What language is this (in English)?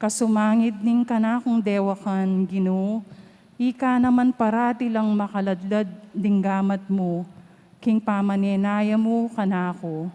Pampanga